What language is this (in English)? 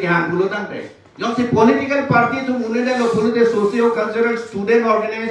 Karbi